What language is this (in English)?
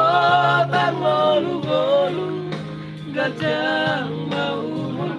Batak Toba